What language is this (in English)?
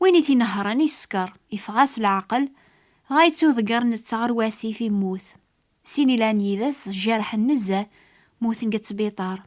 Kabyle